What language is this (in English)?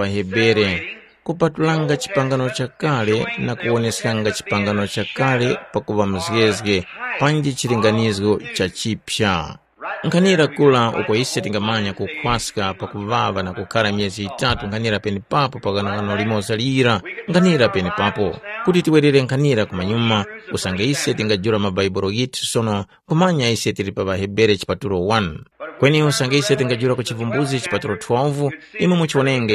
Tumbuka